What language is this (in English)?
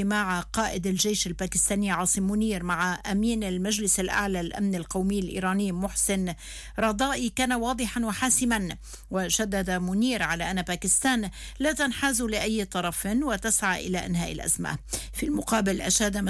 Arabic